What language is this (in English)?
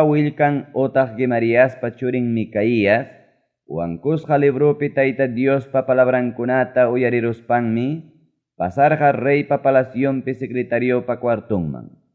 Ayacucho Quechua